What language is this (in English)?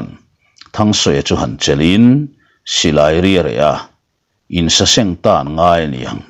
Mizo